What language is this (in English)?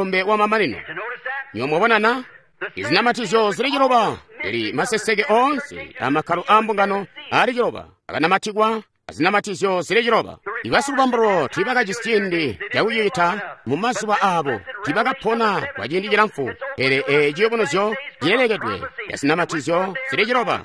Tonga (Zambia)